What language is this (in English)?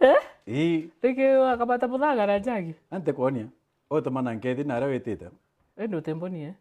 Meru